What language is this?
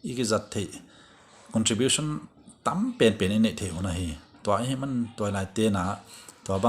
Paite Chin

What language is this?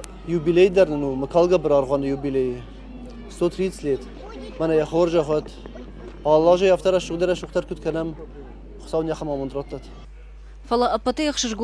Ossetic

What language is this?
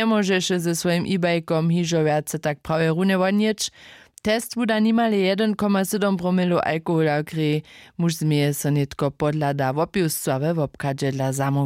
Upper Sorbian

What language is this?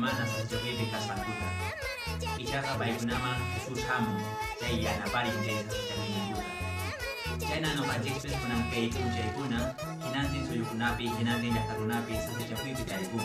Quechua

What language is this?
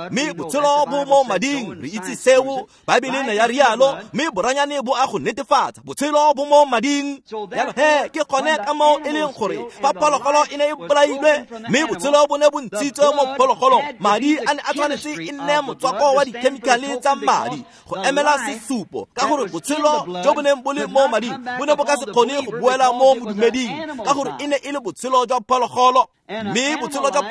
Tswana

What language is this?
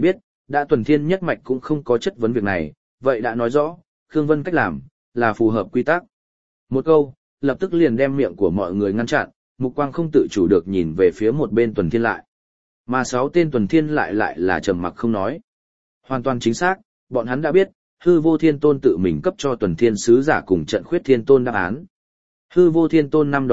Vietnamese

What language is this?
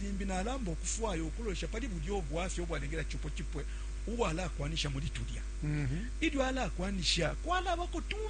Bemba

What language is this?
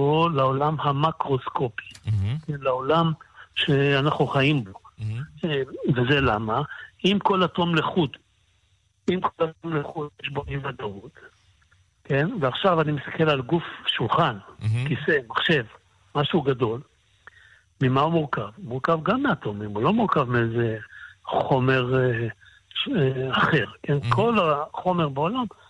Hebrew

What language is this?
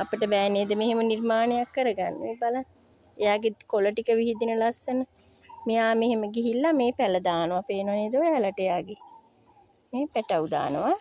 Sinhala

